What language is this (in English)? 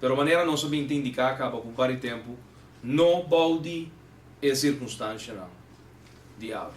Papiamento